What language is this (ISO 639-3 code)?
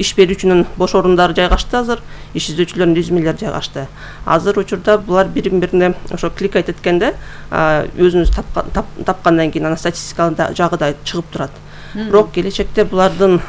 kir